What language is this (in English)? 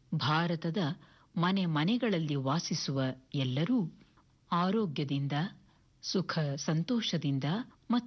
Kannada